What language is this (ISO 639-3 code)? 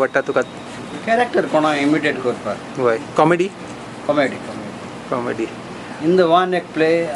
kok